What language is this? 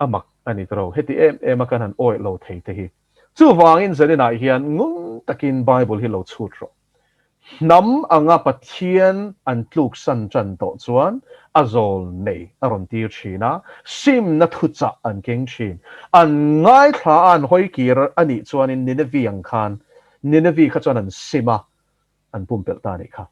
Mizo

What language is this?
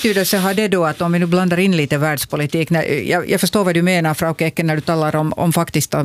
Swedish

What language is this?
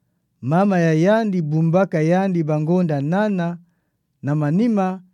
Kituba (Democratic Republic of Congo)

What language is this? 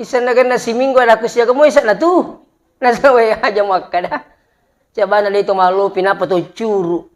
Buginese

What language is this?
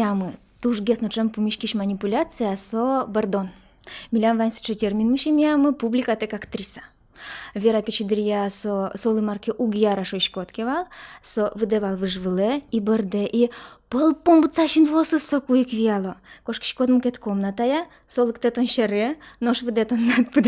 Udmurt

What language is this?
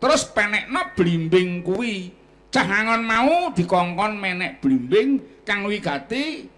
Javanese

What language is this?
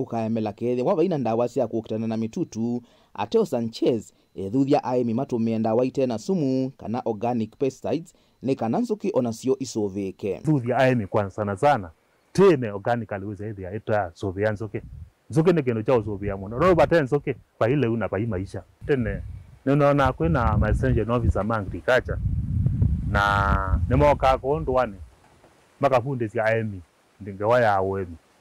Kamba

